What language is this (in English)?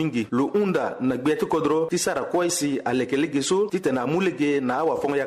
Sango